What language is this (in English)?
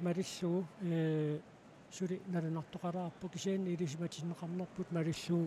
Kalaallisut